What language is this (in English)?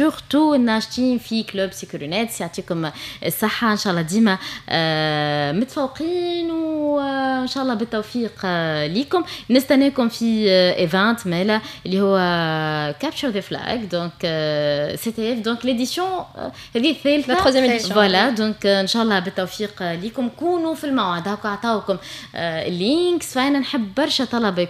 Tunisian Arabic